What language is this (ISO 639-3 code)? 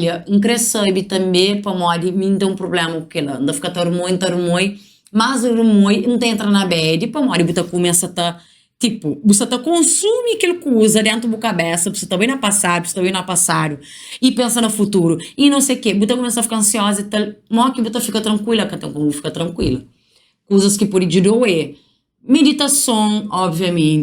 kea